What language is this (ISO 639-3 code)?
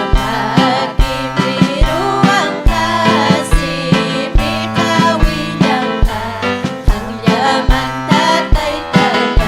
quy